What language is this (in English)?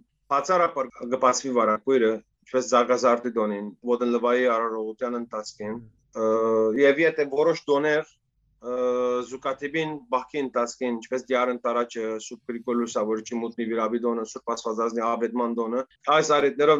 Western Armenian